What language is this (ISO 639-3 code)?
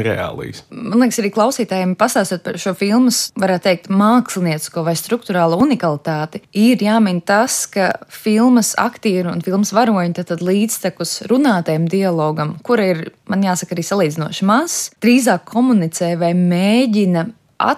lav